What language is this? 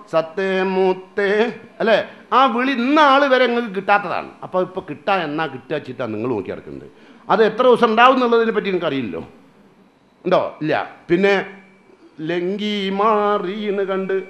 Malayalam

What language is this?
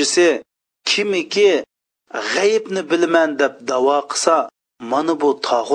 Uyghur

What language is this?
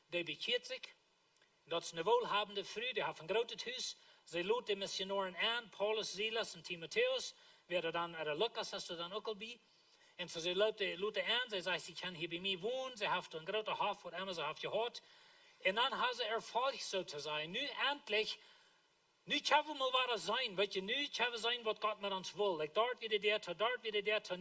Plautdietsch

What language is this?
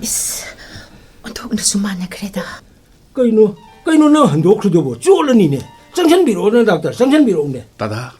Manipuri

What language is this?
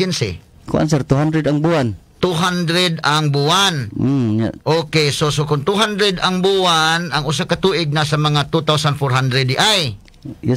Cebuano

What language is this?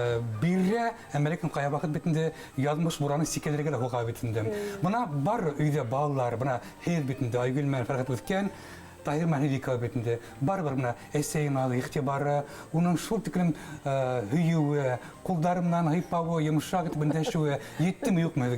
Bashkir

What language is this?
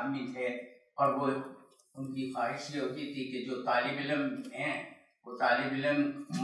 Urdu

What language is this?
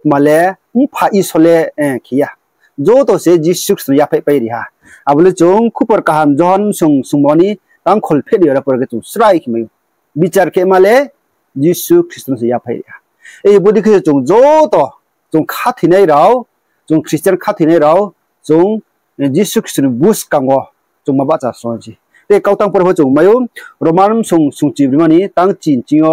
Riang (India)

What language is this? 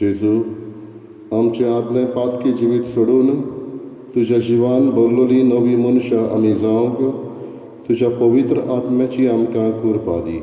Konkani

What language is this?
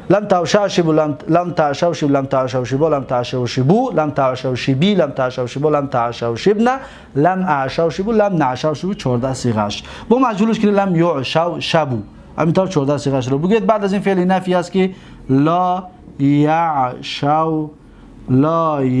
Tajik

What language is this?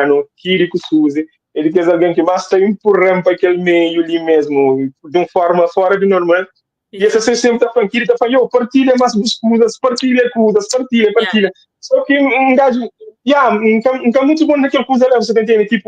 Kabuverdianu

